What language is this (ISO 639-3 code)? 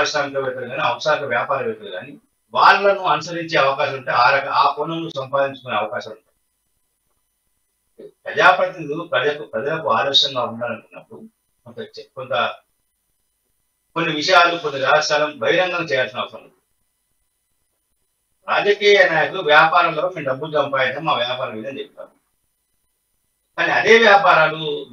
tel